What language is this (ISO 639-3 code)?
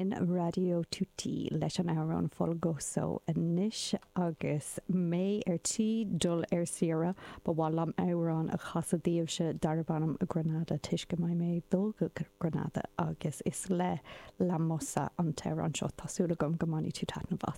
gle